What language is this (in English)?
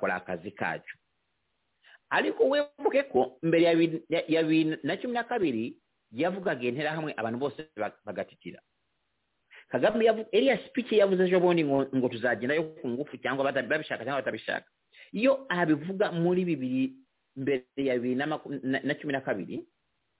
Kinyarwanda